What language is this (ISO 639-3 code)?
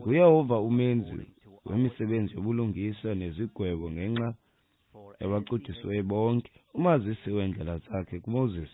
xho